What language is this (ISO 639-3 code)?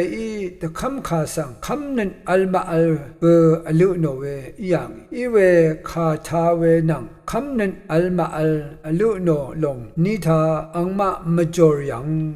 raw